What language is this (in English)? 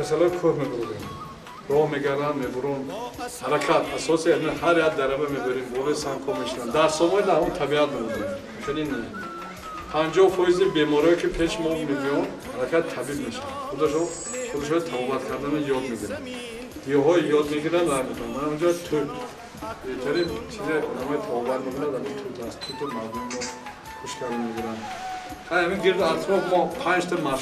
Tajik